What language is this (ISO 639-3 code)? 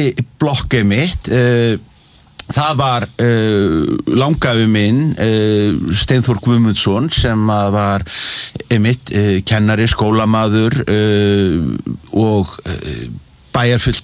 isl